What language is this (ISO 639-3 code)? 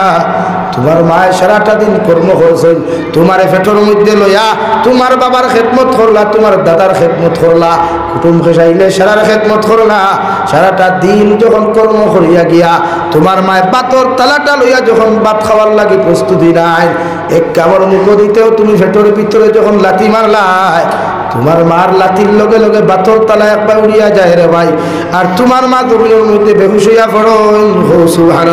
syl